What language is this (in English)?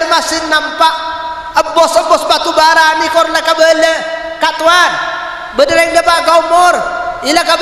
Madurese